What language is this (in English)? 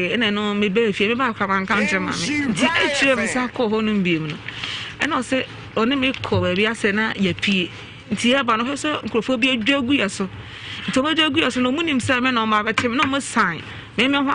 Akan